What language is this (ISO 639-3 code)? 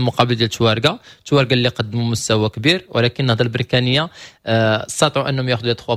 ary